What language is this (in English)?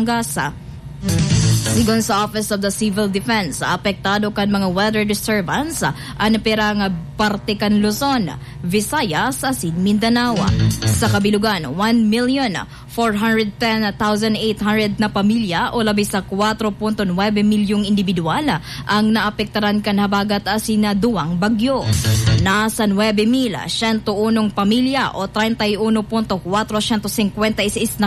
Bikol